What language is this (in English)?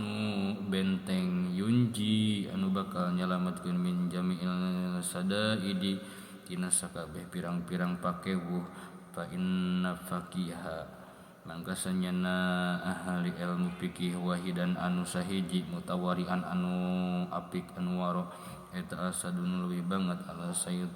Sundanese